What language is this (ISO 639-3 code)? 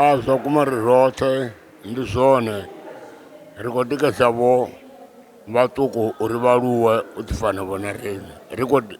ven